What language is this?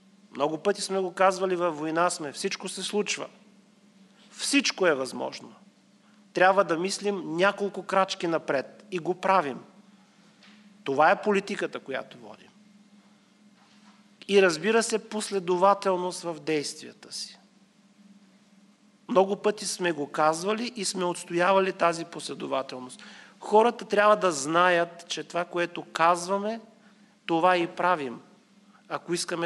Bulgarian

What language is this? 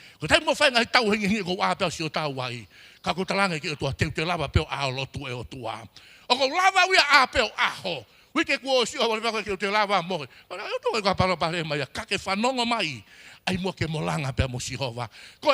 Tongan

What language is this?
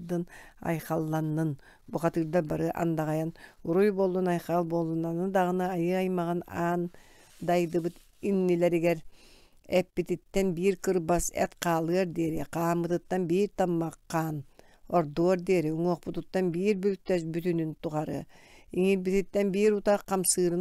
Yakut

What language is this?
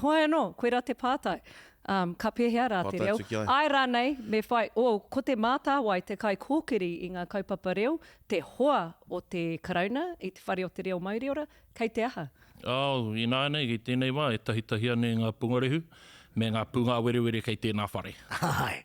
Māori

